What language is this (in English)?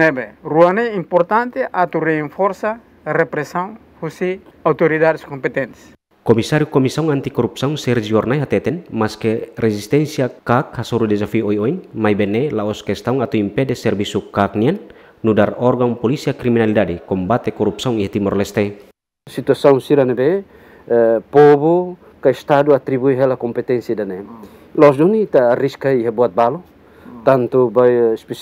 Tetum